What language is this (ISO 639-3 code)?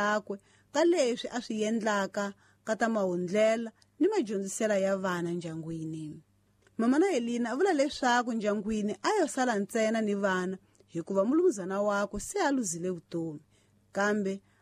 tso